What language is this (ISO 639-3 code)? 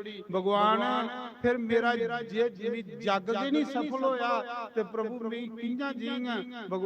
doi